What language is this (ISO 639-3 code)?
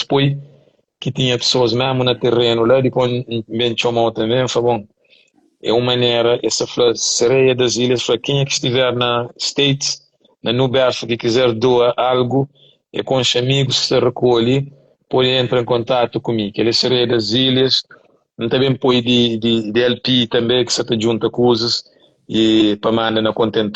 kea